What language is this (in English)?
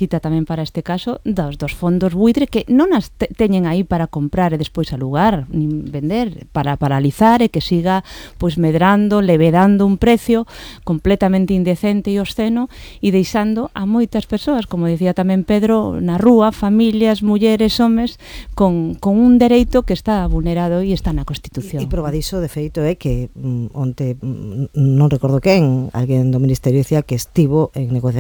Galician